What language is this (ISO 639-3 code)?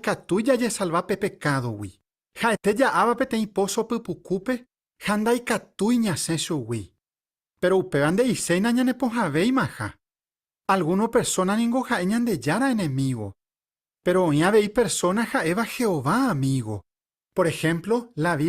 grn